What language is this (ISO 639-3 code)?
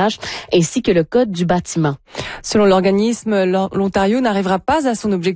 fra